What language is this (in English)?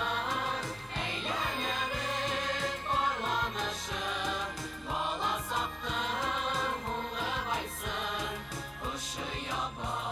Bashkir